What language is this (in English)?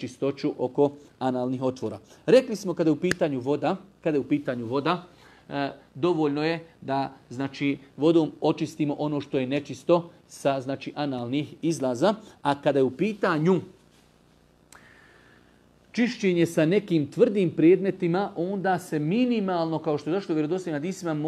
Bosnian